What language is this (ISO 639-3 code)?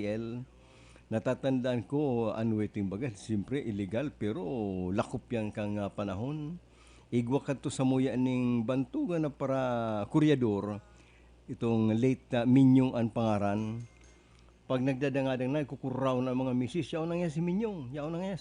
bik